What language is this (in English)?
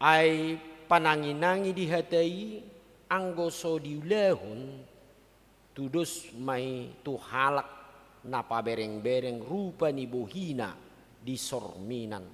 Batak Toba